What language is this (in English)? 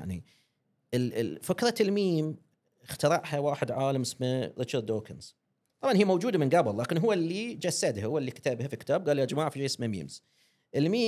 Gulf Arabic